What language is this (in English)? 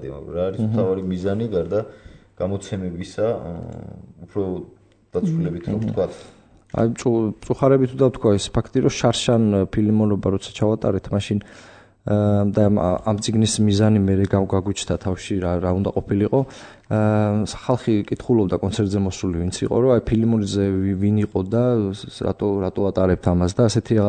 Georgian